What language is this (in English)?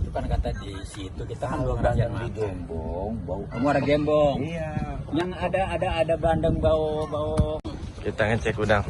Betawi